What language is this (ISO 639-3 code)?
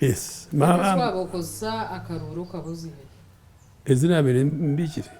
nyn